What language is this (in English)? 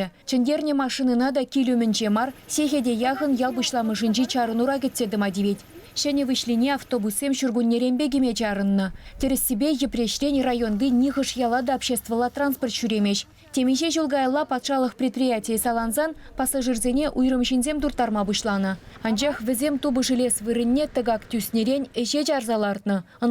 Chuvash